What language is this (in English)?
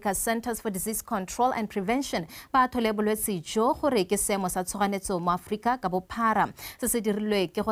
Tswana